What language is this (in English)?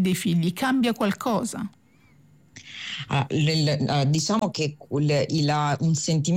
Italian